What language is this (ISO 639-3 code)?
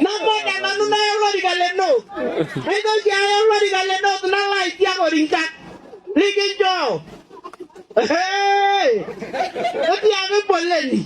mas